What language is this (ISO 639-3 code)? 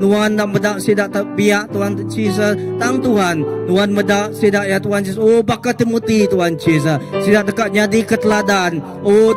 iba